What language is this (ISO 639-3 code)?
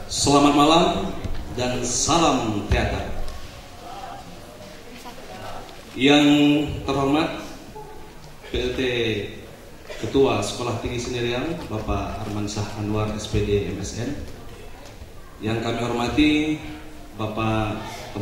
ind